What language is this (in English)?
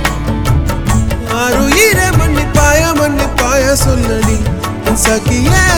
Tamil